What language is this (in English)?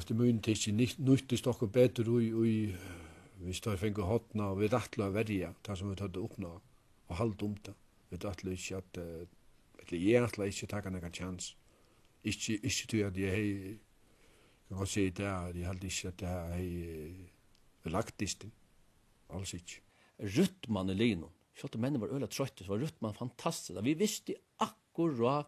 Faroese